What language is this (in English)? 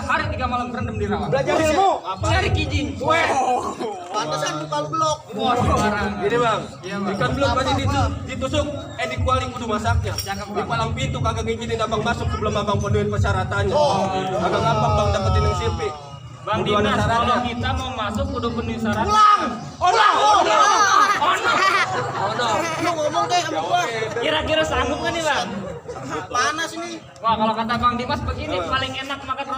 Betawi